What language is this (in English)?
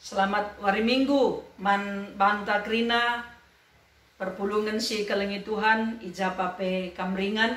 Batak Karo